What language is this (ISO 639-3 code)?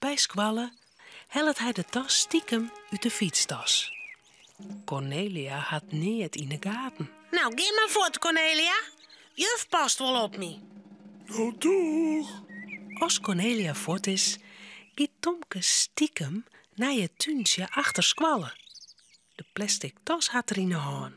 fry